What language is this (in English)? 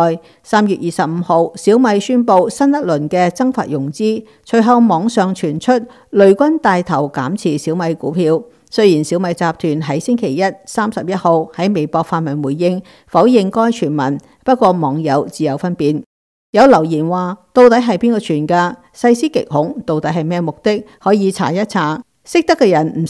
Cantonese